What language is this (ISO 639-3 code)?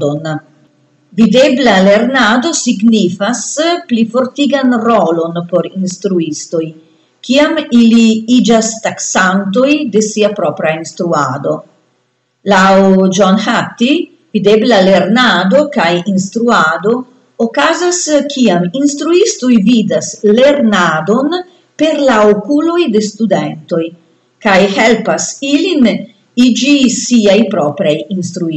epo